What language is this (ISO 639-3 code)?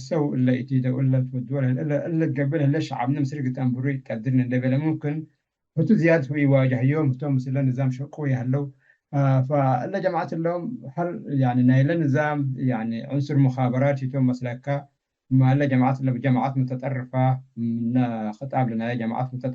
tig